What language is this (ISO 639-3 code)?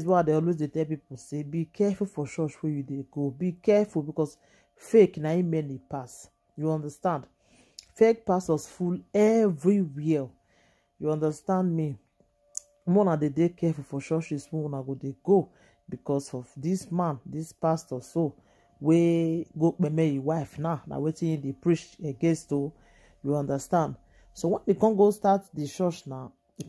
pcm